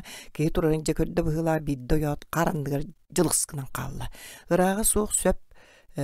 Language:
Yakut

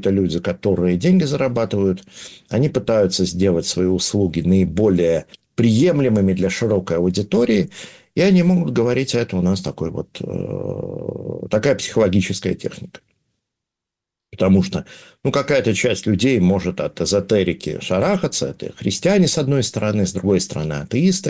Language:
Russian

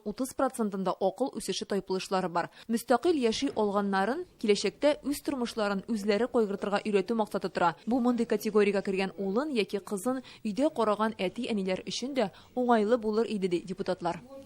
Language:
Tatar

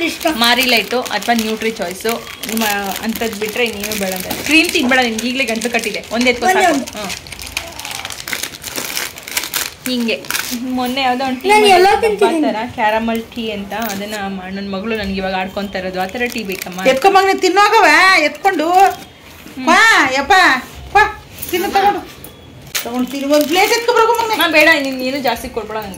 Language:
Kannada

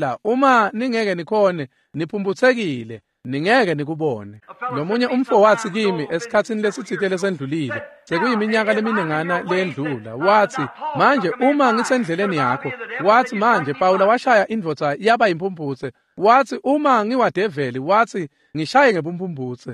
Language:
Swati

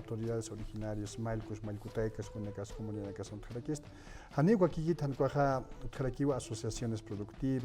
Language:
Aymara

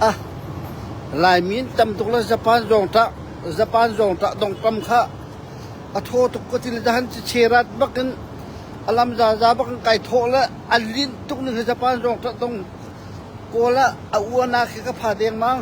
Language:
Hakha Chin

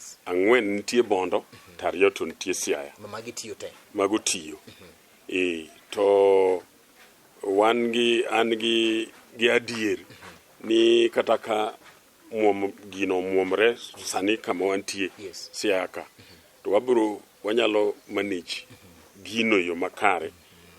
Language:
Luo (Kenya and Tanzania)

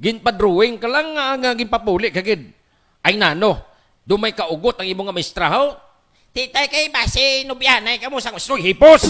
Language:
Hiligaynon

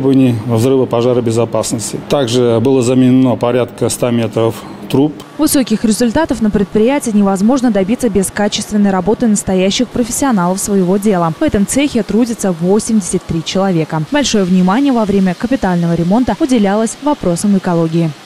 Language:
Russian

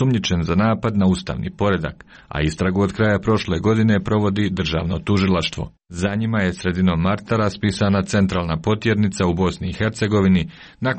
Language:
Serbian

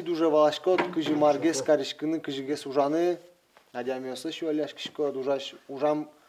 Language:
Udmurt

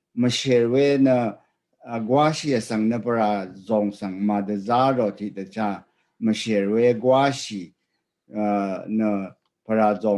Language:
Rawang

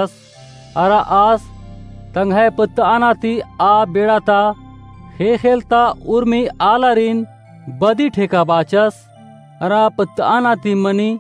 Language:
Kurukh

